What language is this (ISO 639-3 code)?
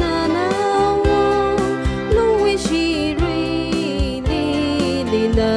nmf